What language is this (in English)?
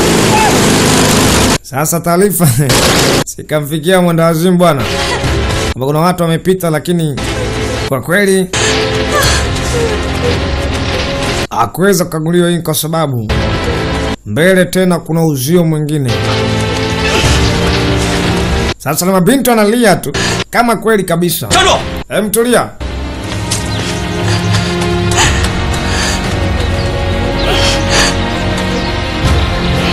Swahili